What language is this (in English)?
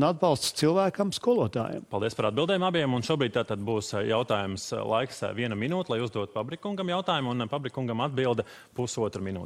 Latvian